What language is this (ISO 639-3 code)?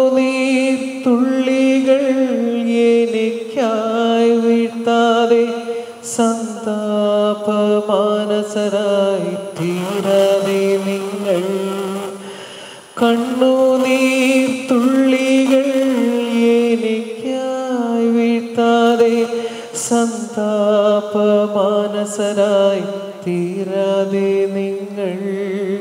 mal